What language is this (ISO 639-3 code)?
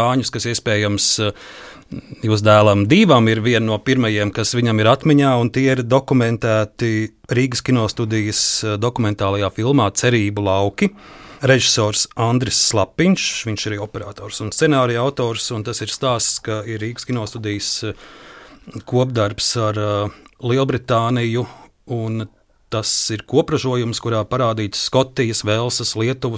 lav